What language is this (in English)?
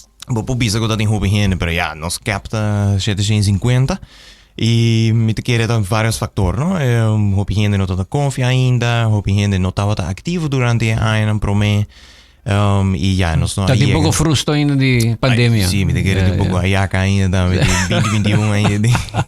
Papiamento